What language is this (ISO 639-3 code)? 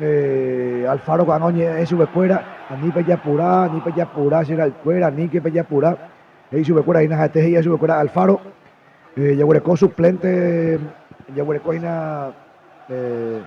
grn